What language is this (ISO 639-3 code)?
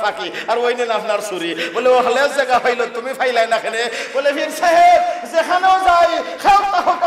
syl